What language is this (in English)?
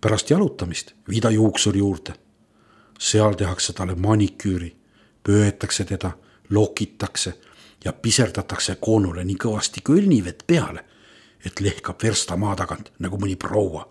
Estonian